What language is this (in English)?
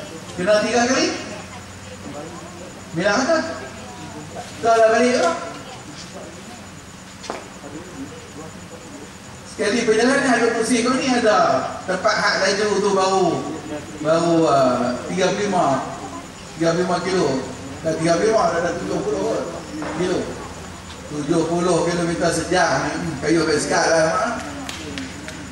Malay